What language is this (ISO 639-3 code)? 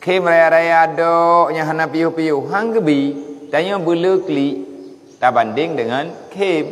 ace